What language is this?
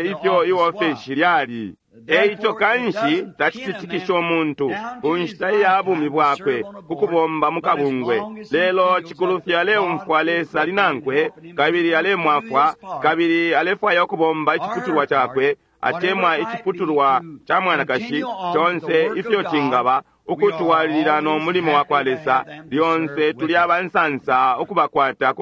Bemba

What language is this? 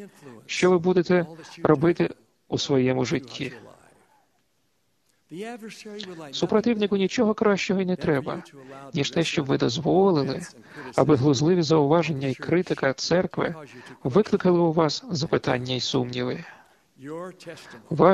Ukrainian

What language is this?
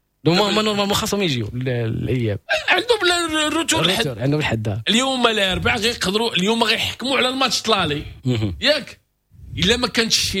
Moroccan Arabic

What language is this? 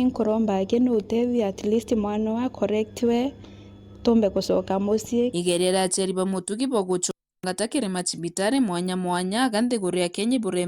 Meru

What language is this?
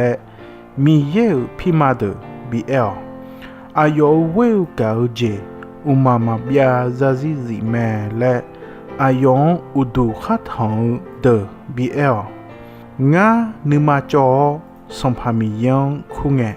Akha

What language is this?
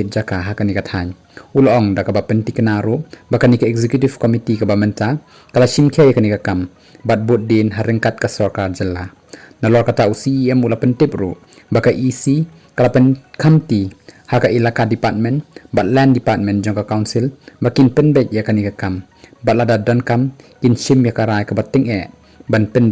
Khasi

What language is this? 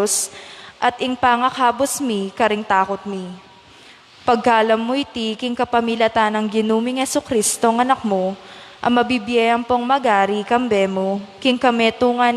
Pampanga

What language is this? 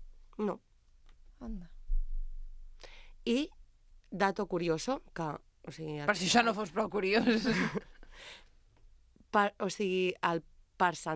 Catalan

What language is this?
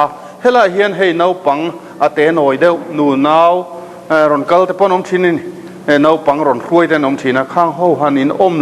Mizo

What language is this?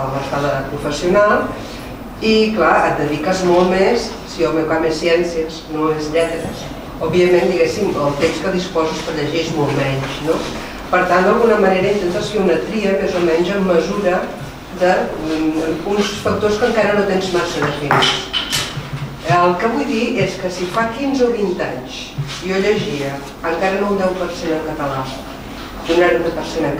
Catalan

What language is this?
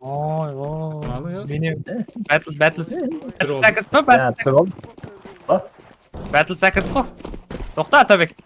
Kara-Kalpak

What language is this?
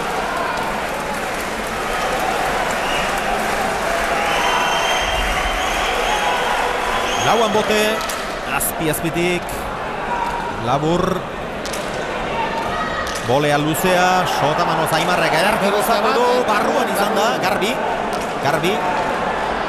Basque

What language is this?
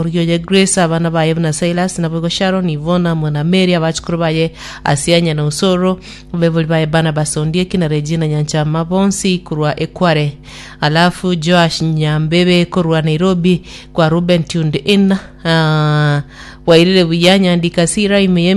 Gusii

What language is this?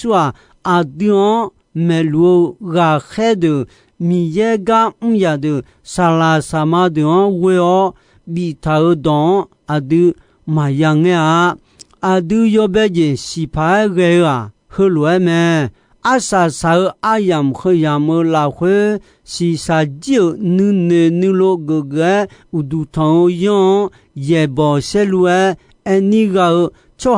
Akha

